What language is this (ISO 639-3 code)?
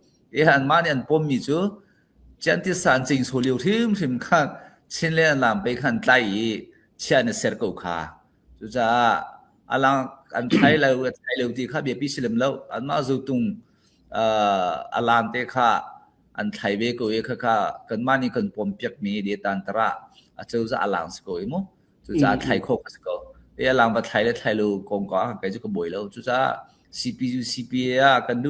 cfm